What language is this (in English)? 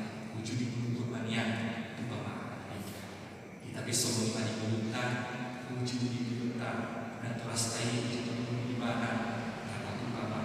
Batak Toba